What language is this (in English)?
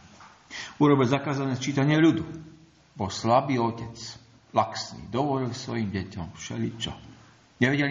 Slovak